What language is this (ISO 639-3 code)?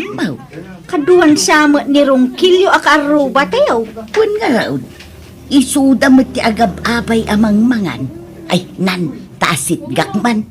ilo